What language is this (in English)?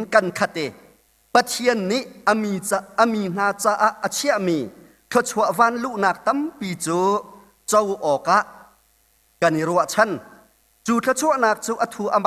Hakha Chin